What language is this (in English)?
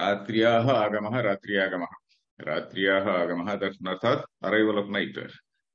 Sanskrit